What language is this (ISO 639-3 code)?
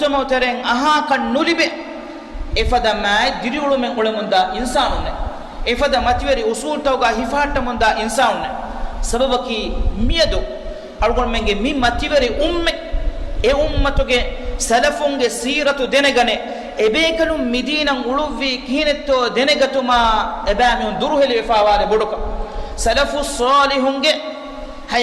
div